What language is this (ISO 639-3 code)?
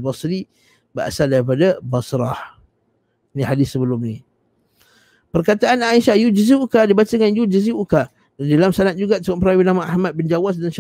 msa